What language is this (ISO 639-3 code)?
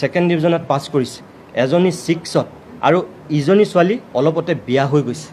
asm